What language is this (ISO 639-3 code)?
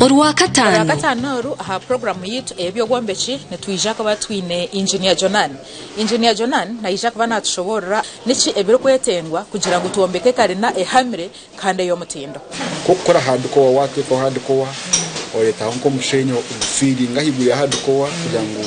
nyn